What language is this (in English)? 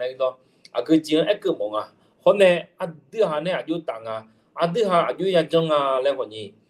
Akha